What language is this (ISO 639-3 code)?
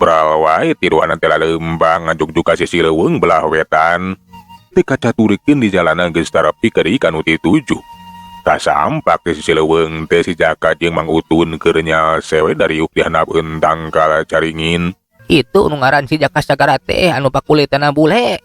sun